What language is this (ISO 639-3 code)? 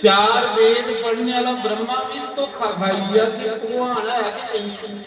doi